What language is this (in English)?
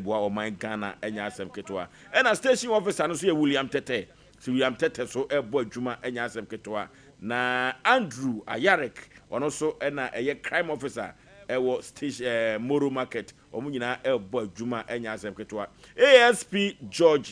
Akan